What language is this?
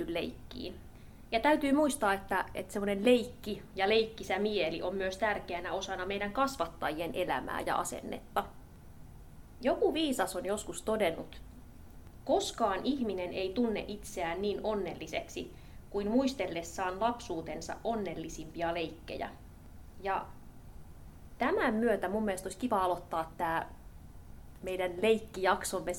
Finnish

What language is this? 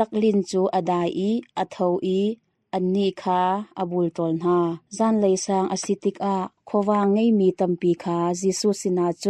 Hakha Chin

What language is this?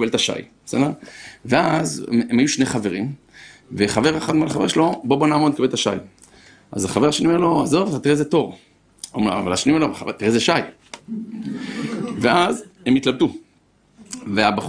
Hebrew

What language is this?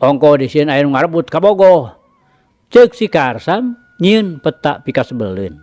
Sundanese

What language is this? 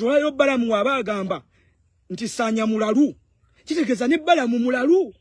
Ganda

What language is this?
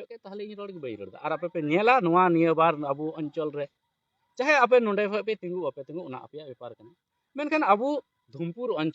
Santali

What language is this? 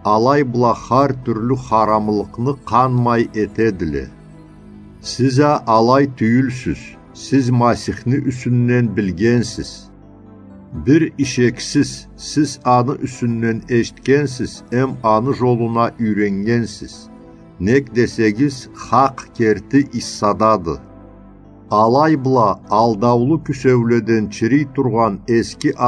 Karachay-Balkar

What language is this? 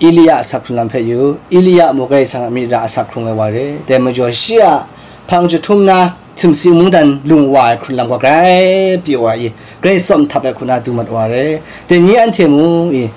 Kachin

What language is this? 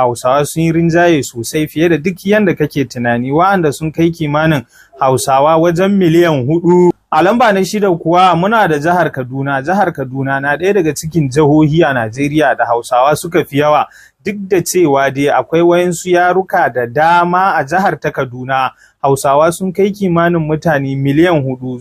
Hausa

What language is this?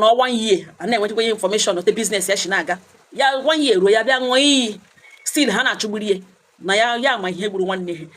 Igbo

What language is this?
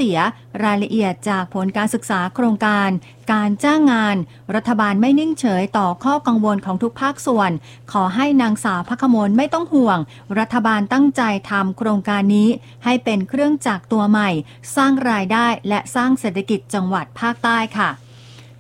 Thai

